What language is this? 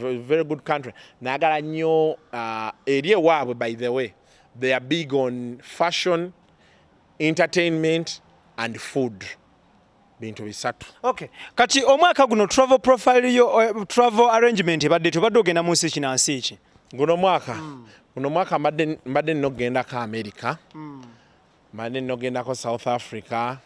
Ganda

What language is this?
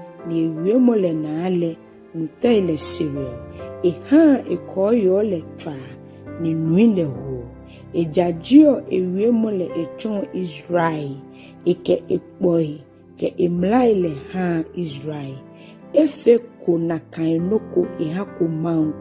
Ga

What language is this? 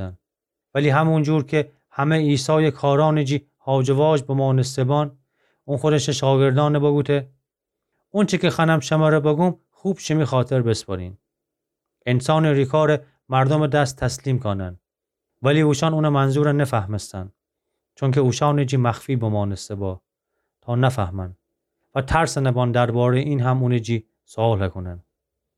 Gilaki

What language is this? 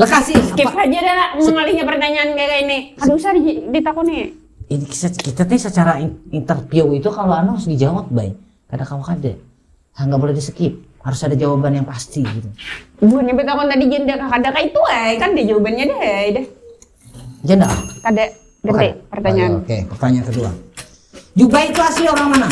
Banjar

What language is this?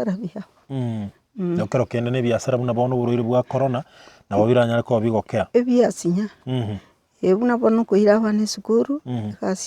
Gusii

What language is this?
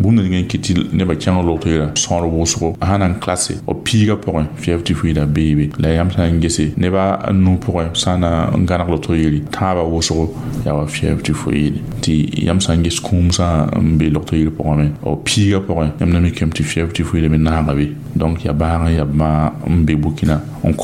Mossi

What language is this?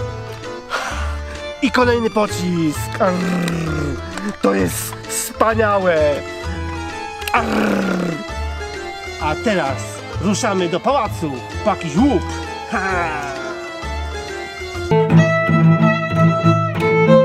Polish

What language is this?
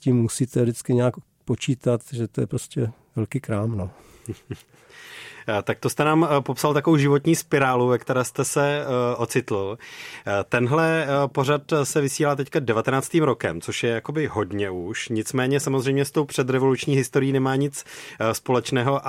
Czech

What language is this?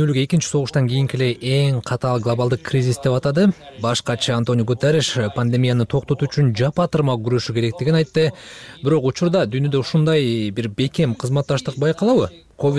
Kyrgyz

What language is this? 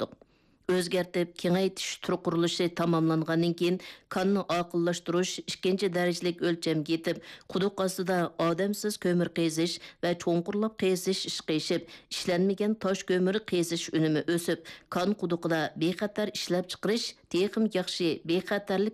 Uyghur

